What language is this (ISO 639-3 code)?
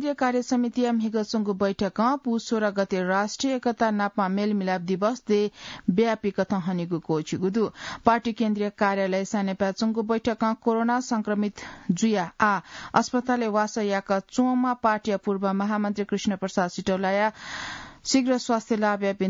new